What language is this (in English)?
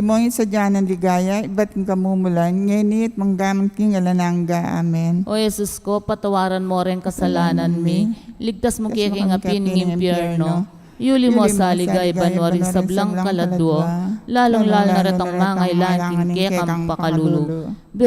Pampanga